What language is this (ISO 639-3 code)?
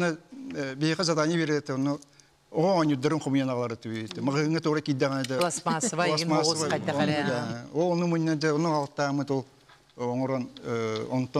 sah